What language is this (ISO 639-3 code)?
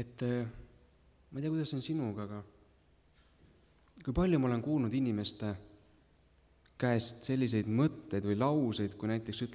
est